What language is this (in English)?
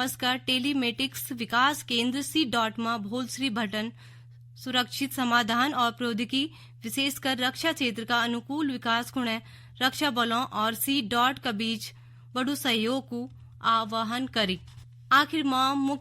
Garhwali